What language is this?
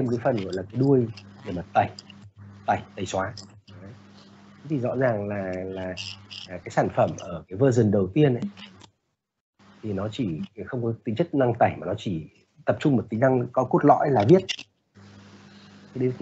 Vietnamese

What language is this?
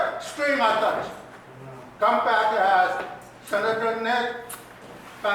Pohnpeian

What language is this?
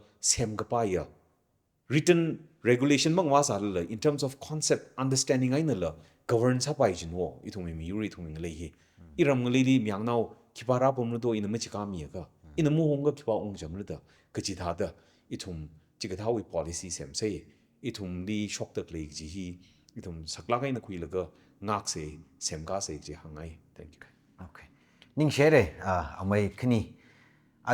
Tangkhul Naga (India)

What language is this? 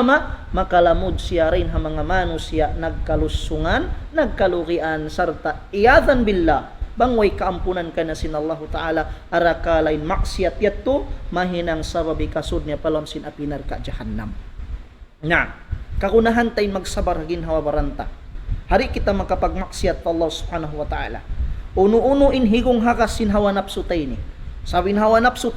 Tausug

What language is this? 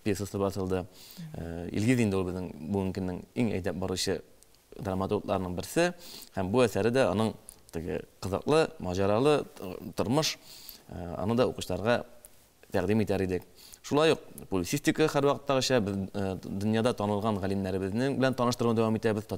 Tatar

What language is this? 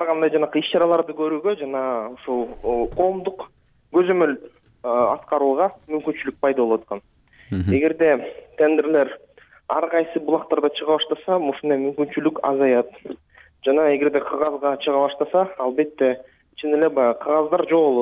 Kyrgyz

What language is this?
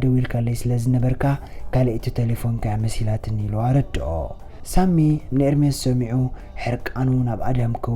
Tigrinya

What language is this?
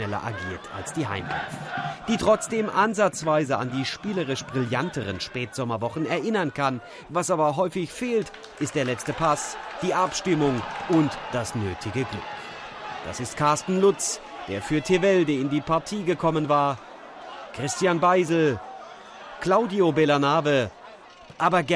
German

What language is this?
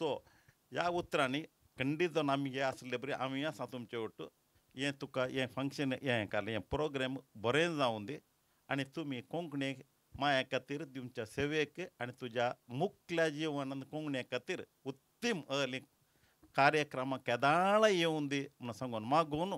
Konkani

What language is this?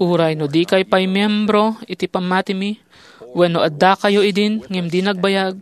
Iloko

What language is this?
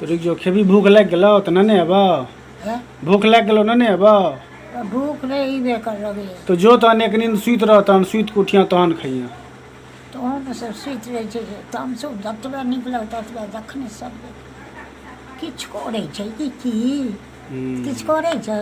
Maithili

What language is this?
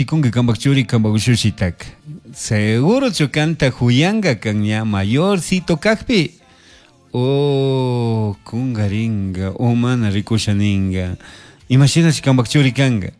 Chimborazo Highland Quichua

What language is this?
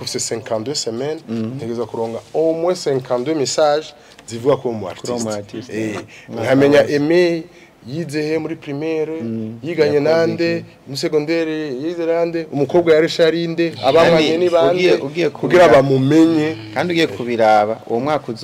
Rundi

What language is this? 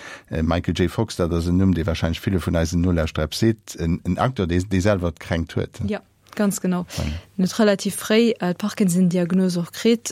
Luxembourgish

